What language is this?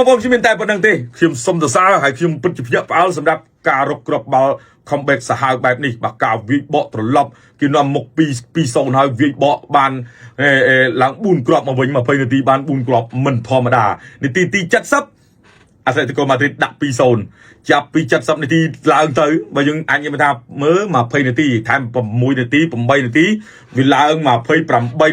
Khmer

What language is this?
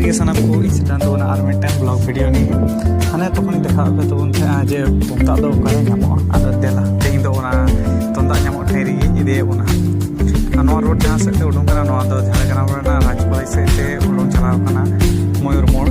Santali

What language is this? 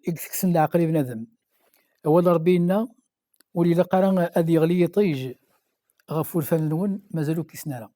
Kabyle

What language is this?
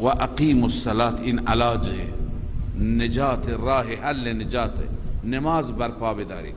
Persian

